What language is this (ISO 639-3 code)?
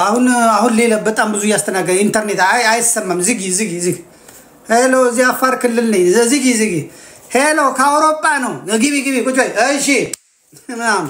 amh